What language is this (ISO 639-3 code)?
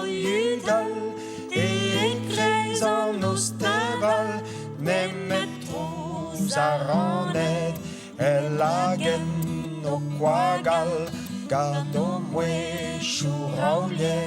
bre